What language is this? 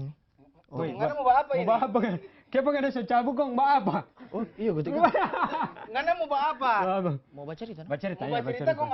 Manado Malay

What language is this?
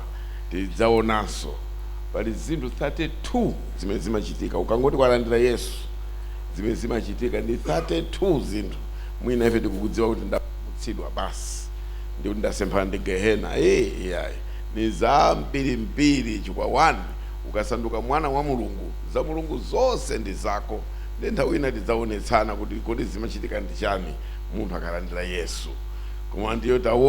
Nyanja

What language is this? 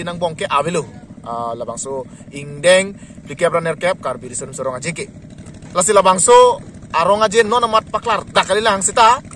Karbi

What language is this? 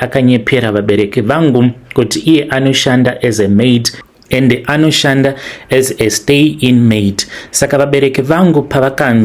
Shona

